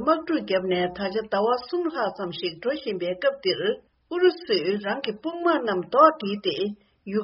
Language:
Tibetan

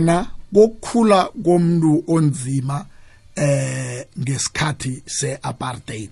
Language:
South Ndebele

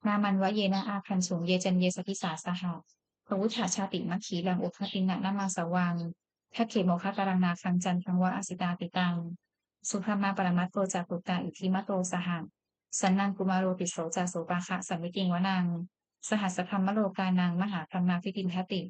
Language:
Pali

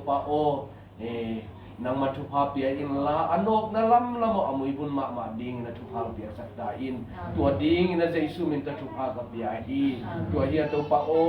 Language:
Tedim Chin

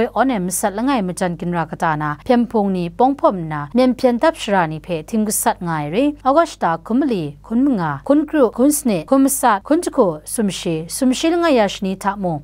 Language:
Kachin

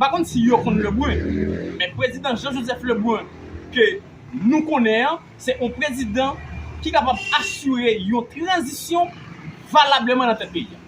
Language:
Haitian Creole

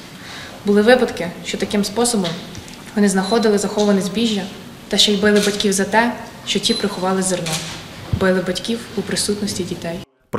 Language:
Ukrainian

